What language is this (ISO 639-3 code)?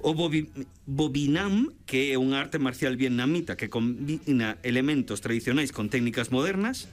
glg